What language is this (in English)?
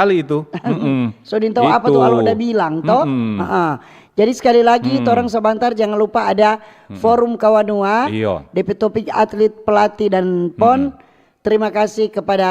Manado Malay